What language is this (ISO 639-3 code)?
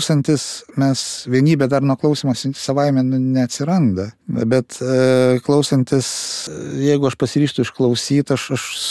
lit